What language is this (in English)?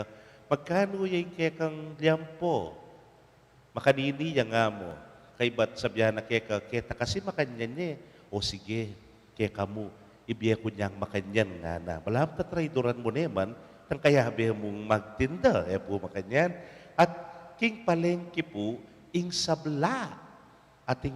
Pampanga